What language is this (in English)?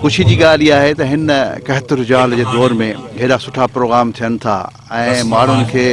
Sindhi